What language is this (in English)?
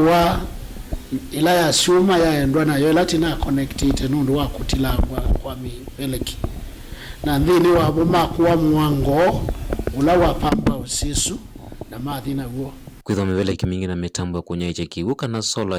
Kamba